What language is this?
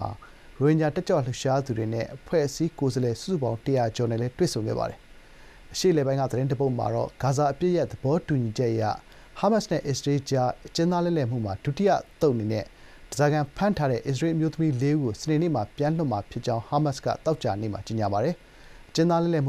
Burmese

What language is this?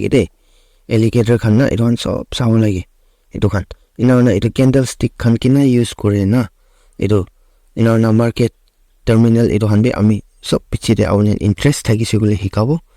Naga Pidgin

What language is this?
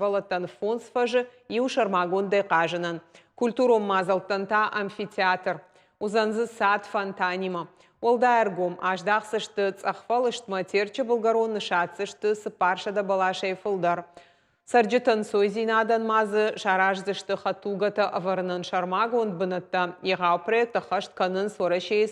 Ossetic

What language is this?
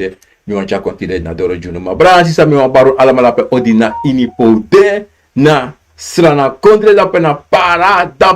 Sranan Tongo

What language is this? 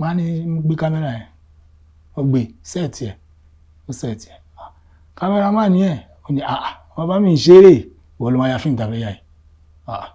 Yoruba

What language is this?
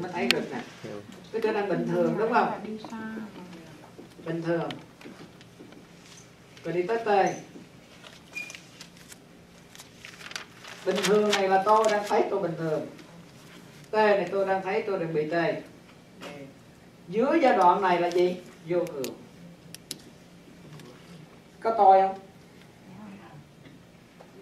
Vietnamese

